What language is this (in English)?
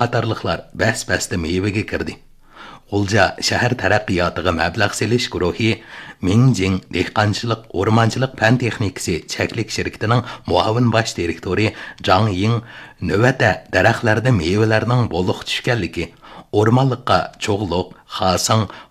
Uyghur